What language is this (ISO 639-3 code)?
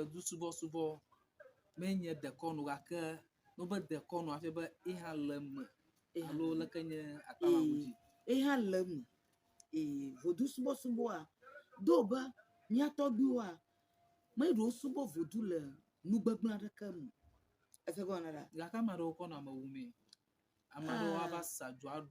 ewe